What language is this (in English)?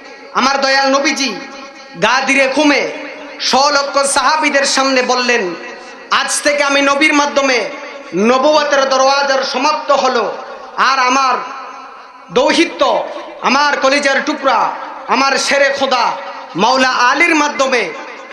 Bangla